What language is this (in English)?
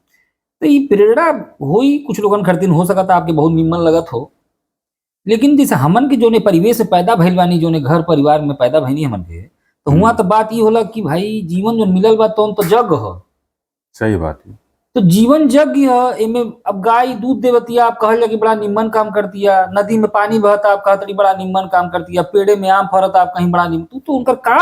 Bhojpuri